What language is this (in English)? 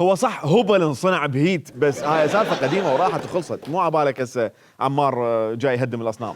Mesopotamian Arabic